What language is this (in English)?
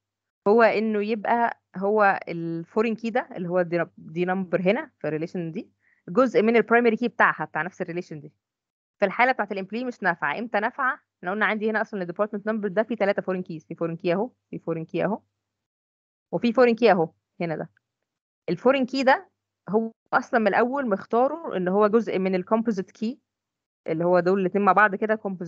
Egyptian Arabic